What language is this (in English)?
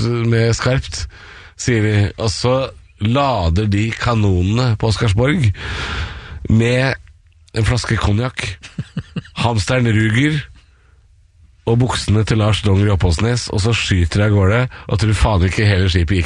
Norwegian